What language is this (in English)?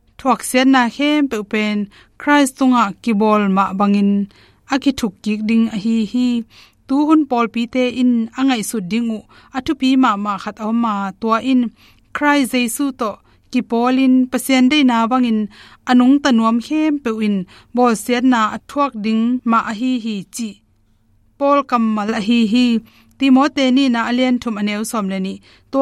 Tedim Chin